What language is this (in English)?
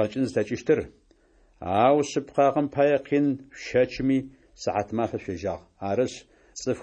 Adyghe